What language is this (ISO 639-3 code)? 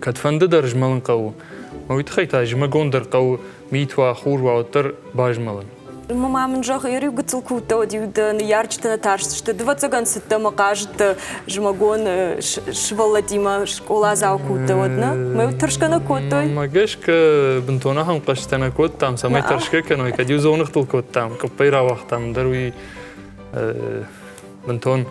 oss